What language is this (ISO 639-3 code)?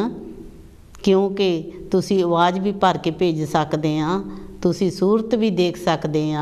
pan